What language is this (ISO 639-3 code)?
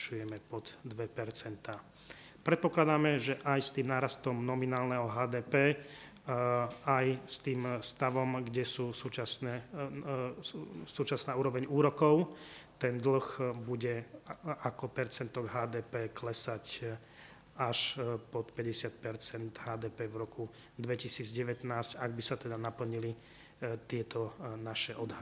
slk